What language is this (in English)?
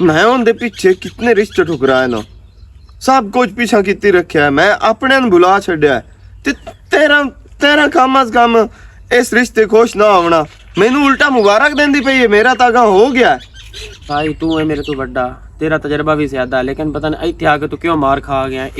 Western Panjabi